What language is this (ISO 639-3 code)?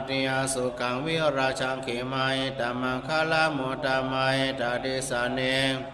pli